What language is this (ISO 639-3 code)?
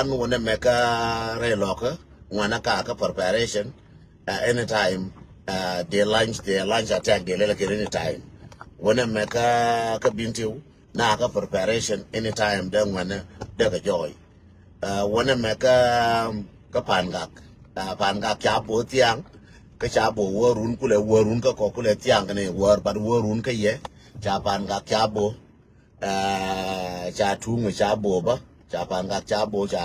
nus